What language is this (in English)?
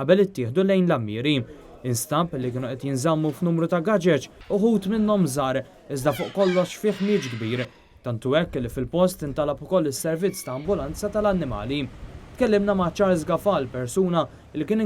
Maltese